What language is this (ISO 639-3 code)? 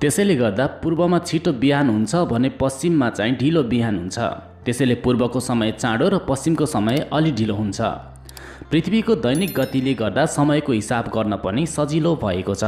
nep